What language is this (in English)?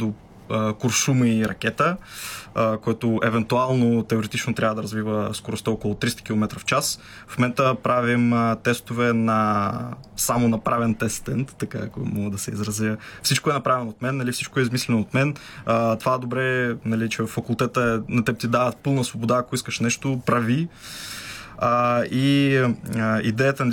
Bulgarian